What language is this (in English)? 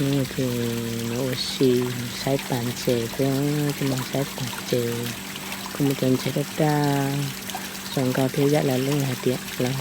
Hmong